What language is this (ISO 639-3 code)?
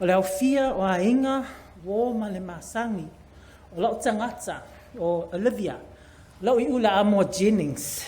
smo